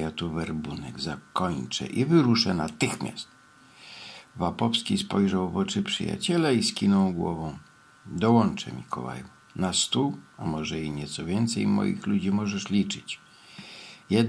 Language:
Polish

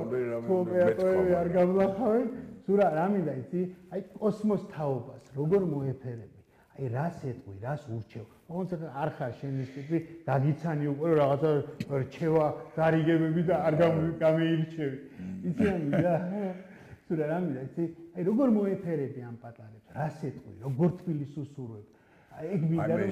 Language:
Georgian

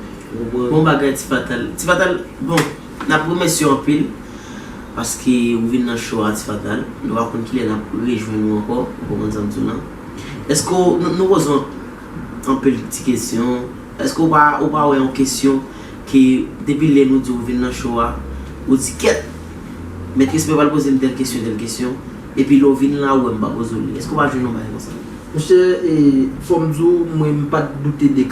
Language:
Haitian Creole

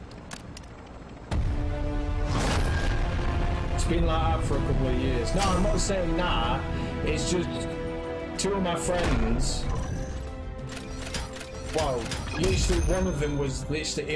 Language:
English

